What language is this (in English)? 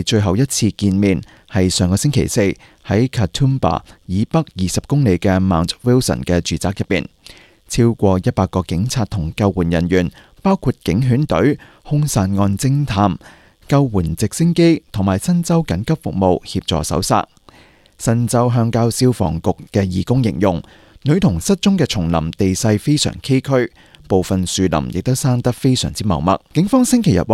Cantonese